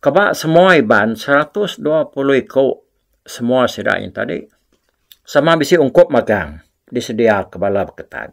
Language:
Iban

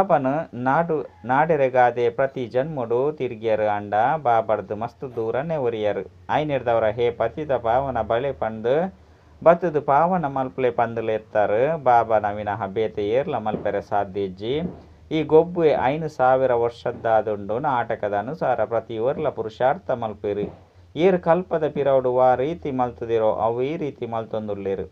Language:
Tulu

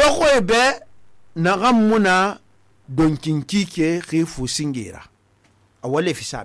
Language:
Susu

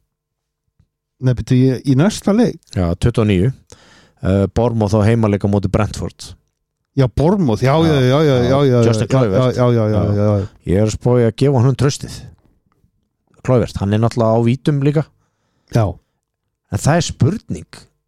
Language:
Icelandic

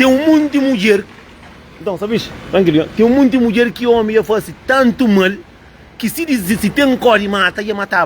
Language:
Kabuverdianu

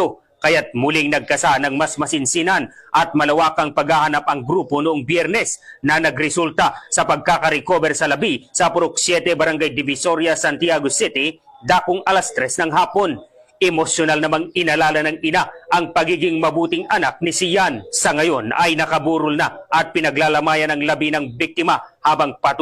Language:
Filipino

